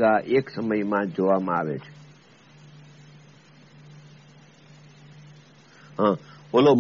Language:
Gujarati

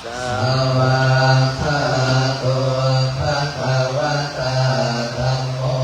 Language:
Pali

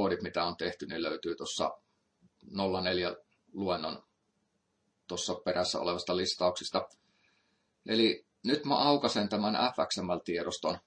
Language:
Finnish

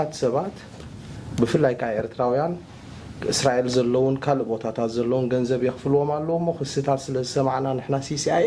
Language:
Tigrinya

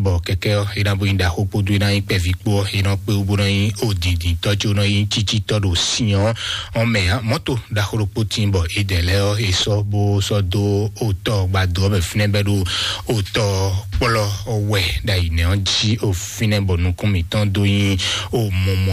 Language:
Fon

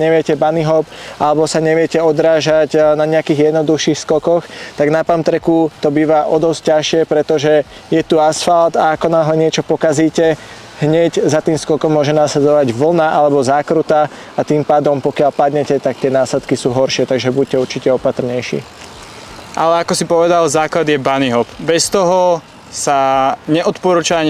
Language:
Slovak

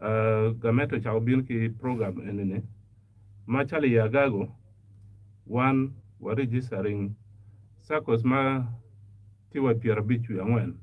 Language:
Acoli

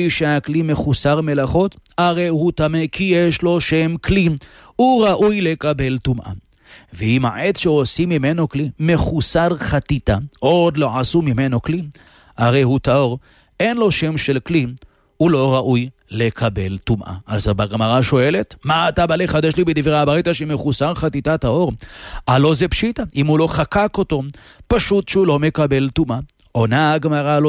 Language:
Hebrew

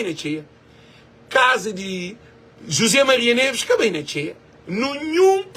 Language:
Kabuverdianu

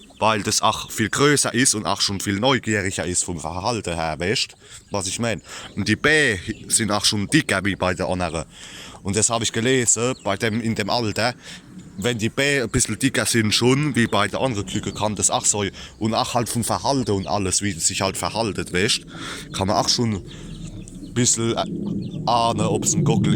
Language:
Palatine German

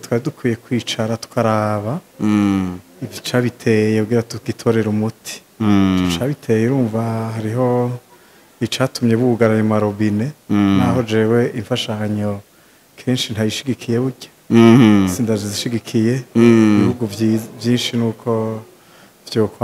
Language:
Rundi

